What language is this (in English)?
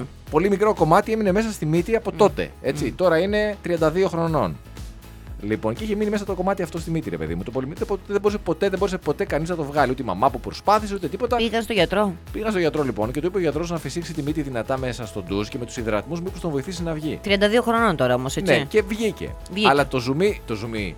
Greek